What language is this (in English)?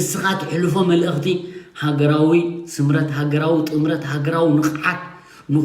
Tigrinya